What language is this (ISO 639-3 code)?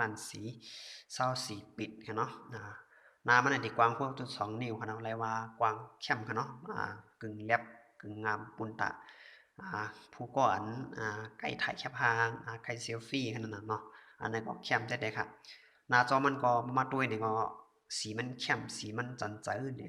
shn